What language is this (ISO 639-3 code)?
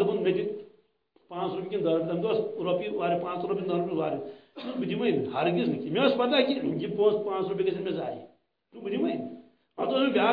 kas